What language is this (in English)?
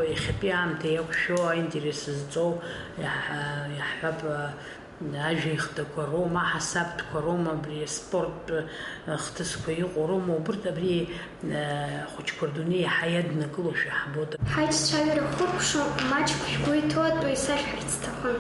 Abkhazian